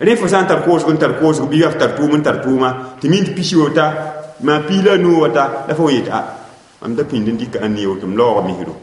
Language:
Mossi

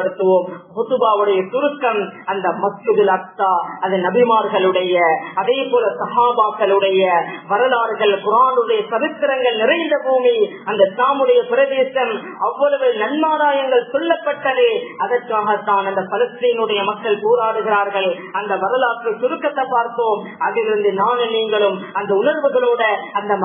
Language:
Tamil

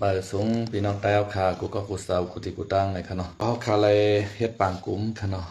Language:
Shan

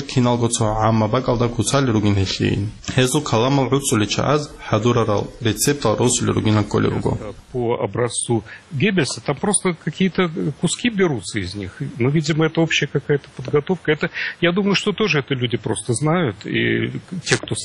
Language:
Avaric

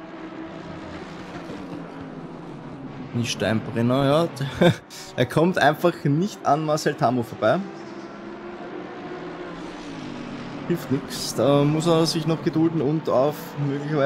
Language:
German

